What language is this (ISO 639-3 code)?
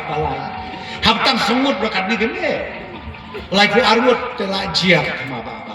kha